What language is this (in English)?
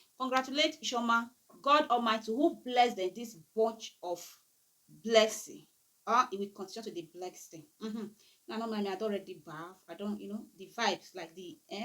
Nigerian Pidgin